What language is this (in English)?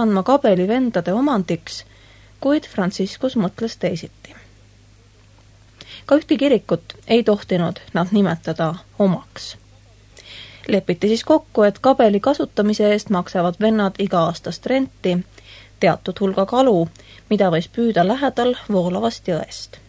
Estonian